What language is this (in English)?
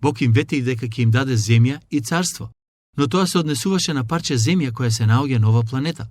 Macedonian